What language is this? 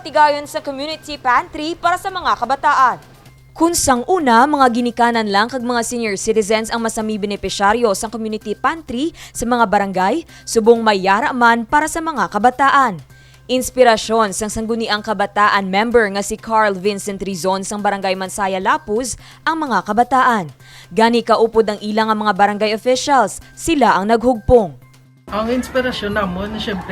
Hiligaynon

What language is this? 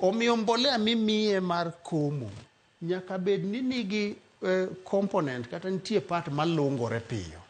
Luo (Kenya and Tanzania)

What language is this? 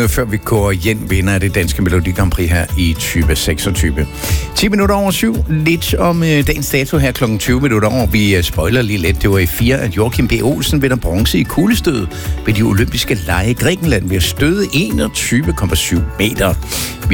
Danish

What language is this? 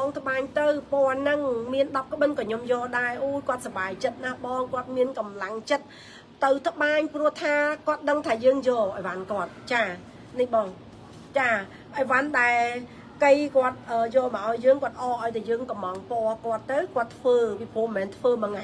Khmer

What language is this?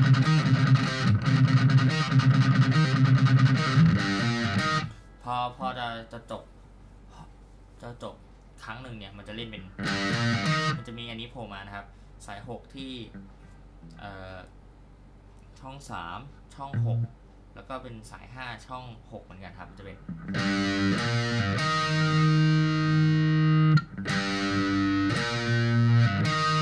Thai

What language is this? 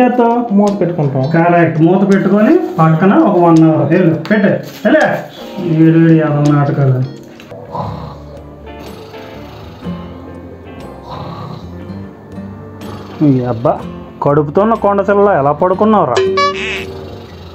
Telugu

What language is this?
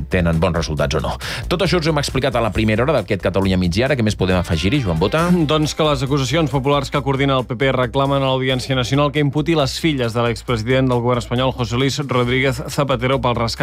Catalan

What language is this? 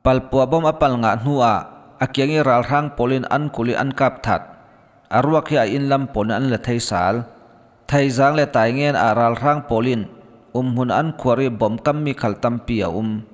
Falam Chin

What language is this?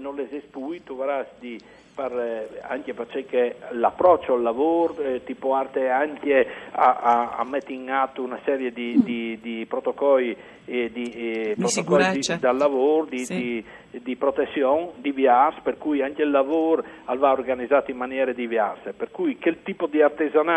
Friulian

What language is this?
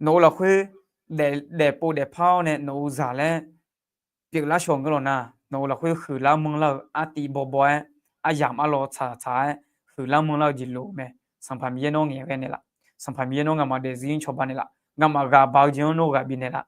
Akha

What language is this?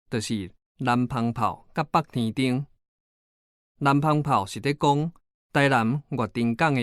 Min Nan Chinese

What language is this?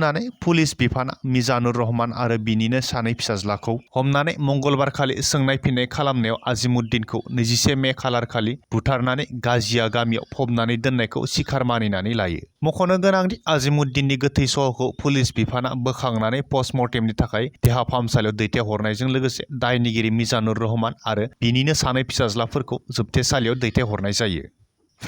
Bodo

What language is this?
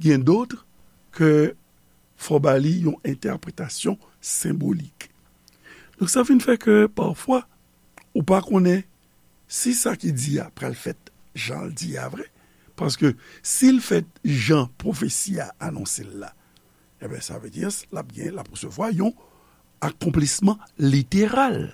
Haitian Creole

